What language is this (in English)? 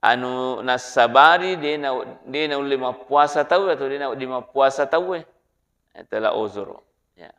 Buginese